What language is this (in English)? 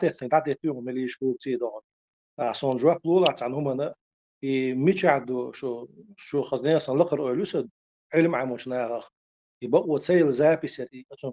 Chechen